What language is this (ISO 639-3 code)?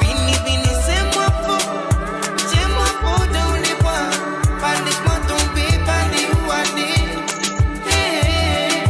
mfe